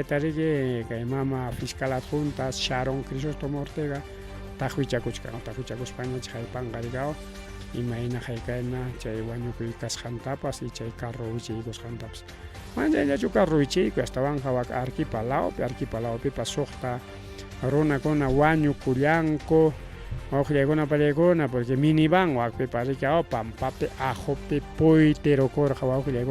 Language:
Ayacucho Quechua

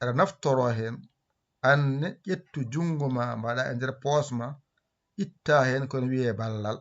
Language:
Fula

